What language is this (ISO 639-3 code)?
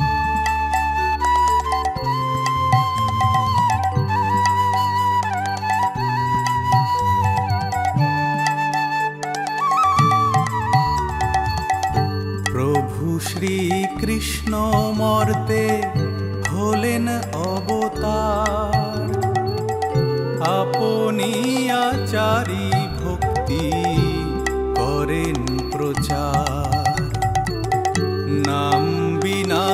ben